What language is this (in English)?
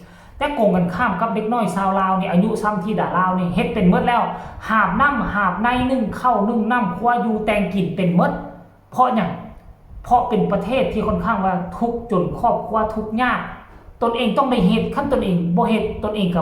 Lao